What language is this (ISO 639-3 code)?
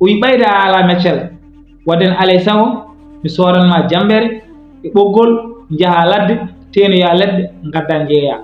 ful